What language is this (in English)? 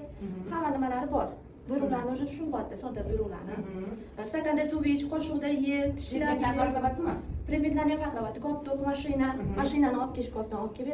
Uzbek